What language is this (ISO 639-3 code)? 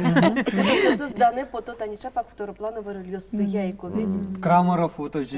udm